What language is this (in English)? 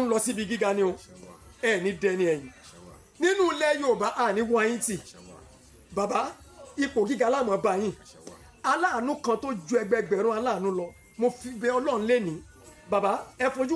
Yoruba